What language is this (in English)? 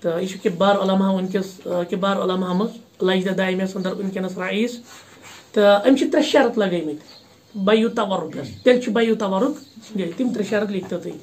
Kashmiri